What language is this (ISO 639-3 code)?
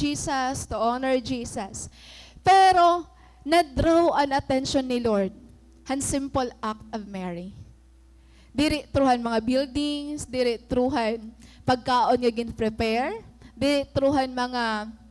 war